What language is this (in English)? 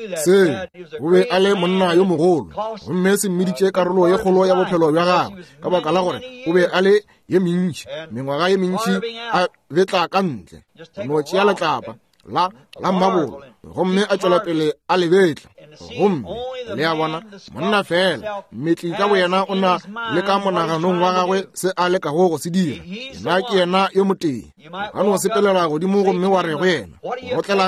Northern Sotho